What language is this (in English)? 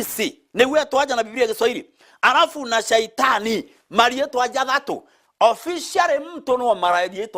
Meru